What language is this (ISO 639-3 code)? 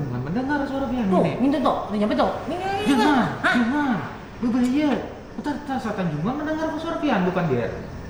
bjn